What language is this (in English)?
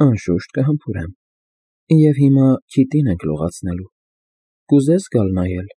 Armenian